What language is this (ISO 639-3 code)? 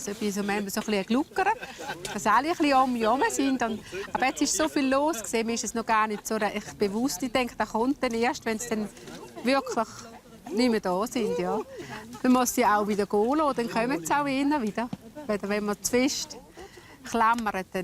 gsw